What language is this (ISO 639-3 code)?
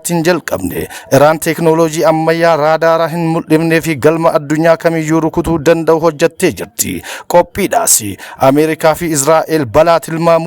orm